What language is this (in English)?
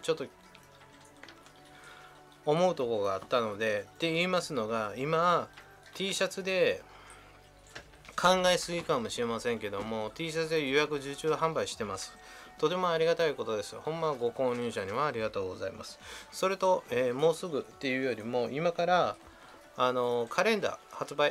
Japanese